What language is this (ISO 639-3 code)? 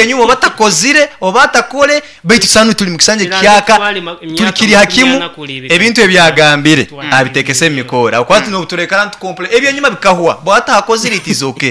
nyn